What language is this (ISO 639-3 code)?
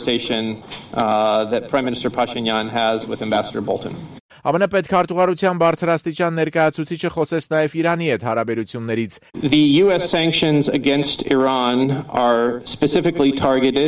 hye